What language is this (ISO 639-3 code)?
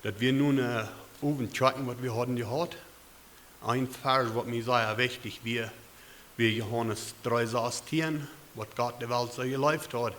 pdt